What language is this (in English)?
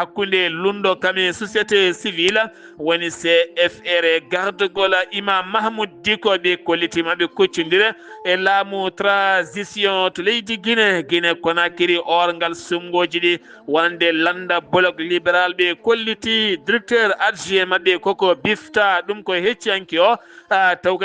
Fula